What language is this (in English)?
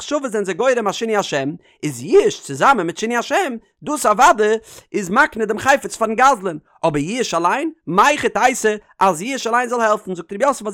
Yiddish